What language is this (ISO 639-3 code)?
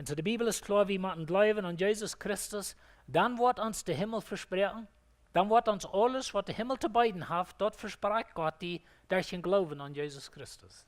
pdt